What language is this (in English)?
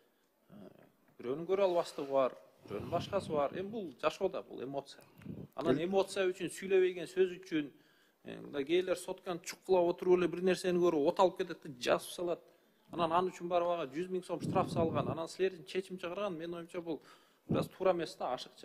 Kyrgyz